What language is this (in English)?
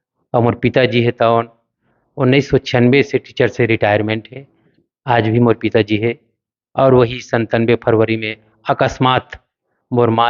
Chhattisgarhi